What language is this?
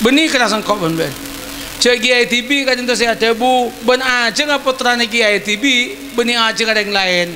Madurese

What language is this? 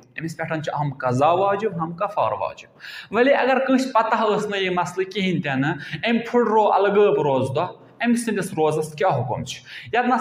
Kashmiri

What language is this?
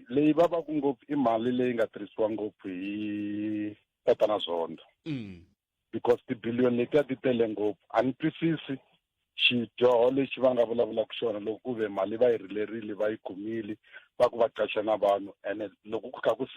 Tsonga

